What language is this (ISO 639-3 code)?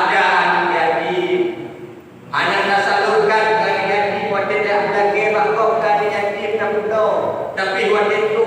ace